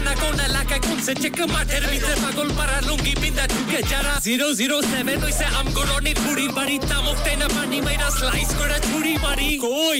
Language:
Bangla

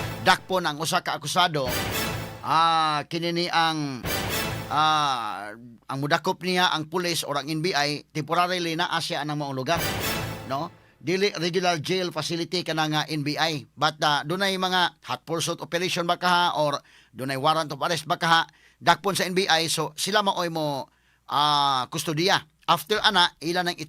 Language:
Cebuano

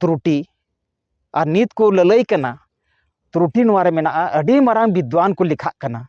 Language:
Santali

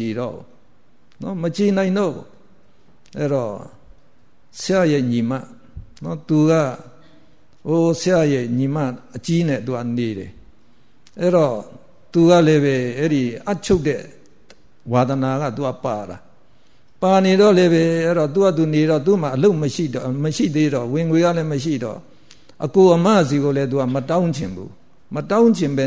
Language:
Burmese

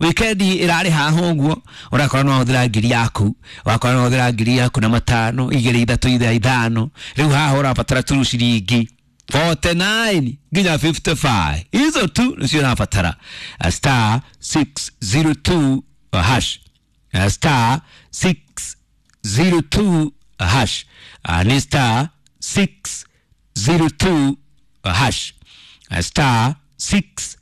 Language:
Kikuyu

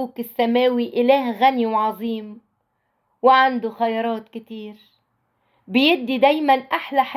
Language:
Egyptian Arabic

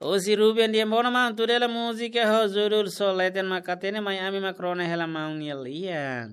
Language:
Tetum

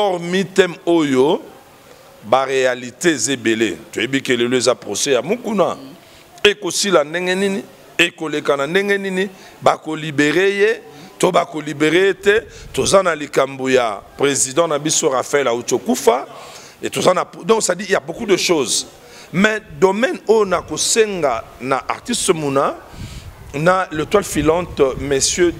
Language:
Lingala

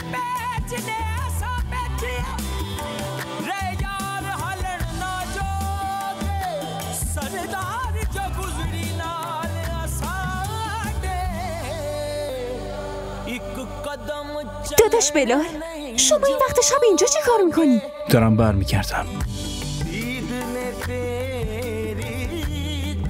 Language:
Persian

